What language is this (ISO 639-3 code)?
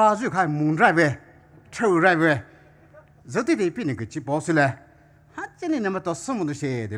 pmx